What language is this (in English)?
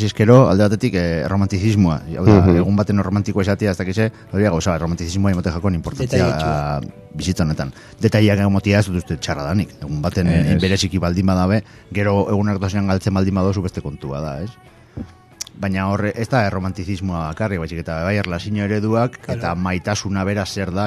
Basque